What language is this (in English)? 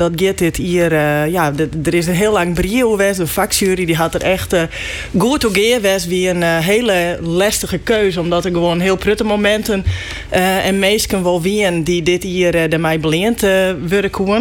Western Frisian